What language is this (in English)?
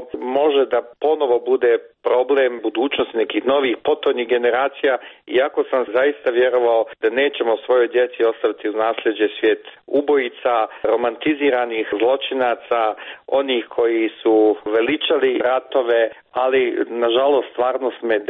Croatian